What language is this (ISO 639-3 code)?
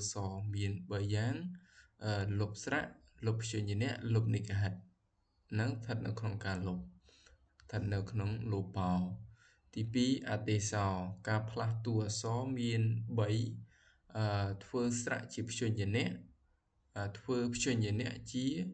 khm